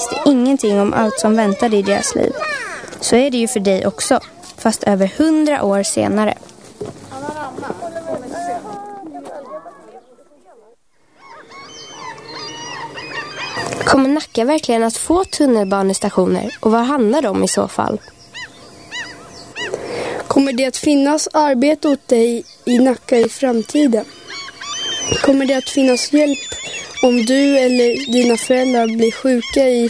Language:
Swedish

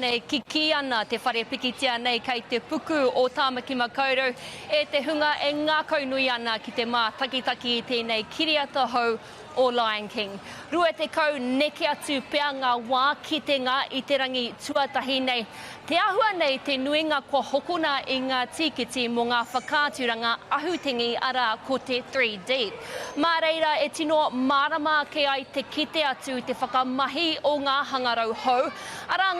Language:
Māori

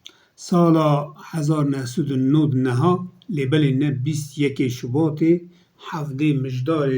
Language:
Kurdish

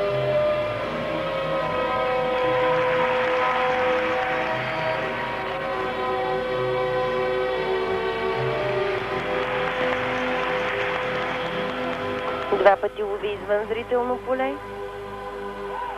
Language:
Bulgarian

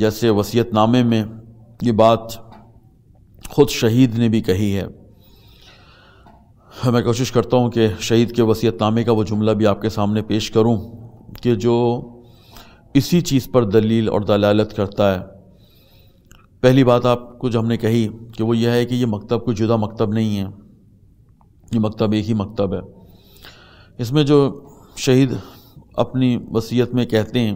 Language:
Urdu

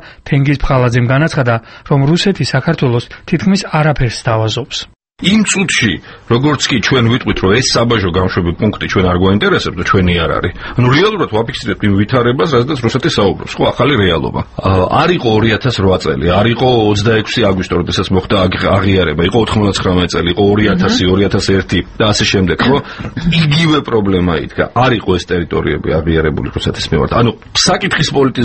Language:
Georgian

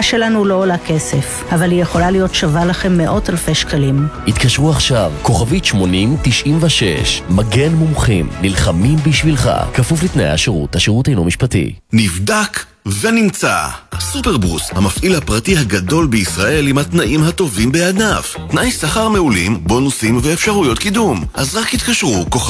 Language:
Hebrew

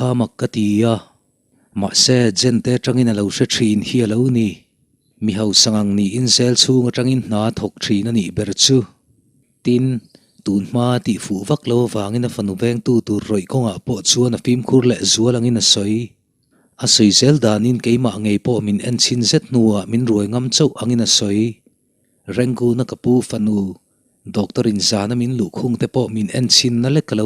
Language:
Mizo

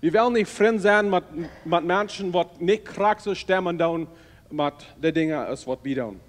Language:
Plautdietsch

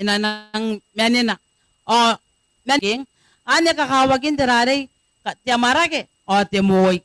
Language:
Gilbertese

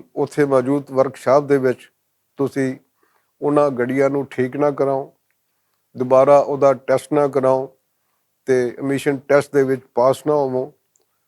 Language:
Western Panjabi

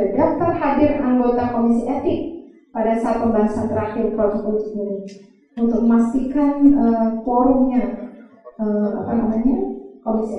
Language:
Indonesian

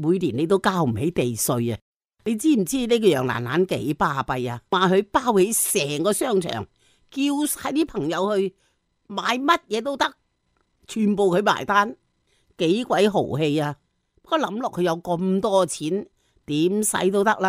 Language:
Cantonese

